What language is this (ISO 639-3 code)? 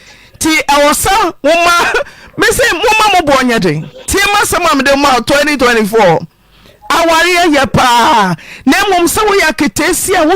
aka